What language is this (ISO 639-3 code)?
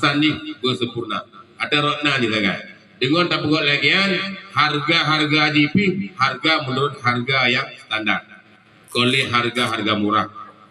ace